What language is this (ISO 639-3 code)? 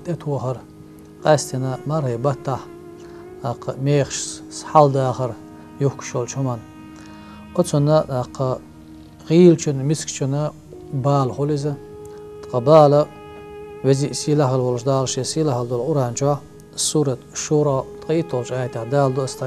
che